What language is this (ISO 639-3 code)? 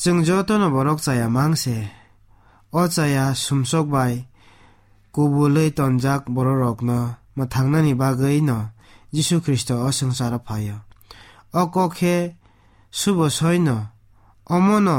trp